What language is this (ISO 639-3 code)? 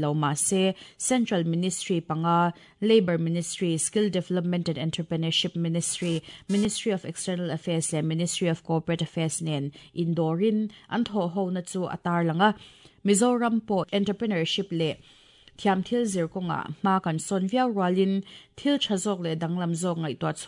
lus